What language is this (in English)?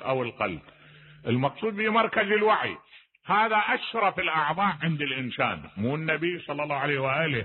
Mesopotamian Arabic